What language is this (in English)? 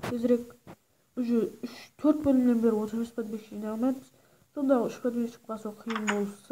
Kara-Kalpak